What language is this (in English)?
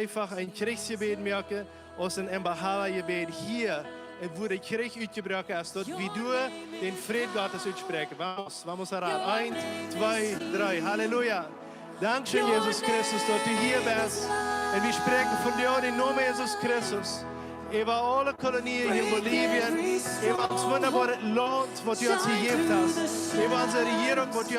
Plautdietsch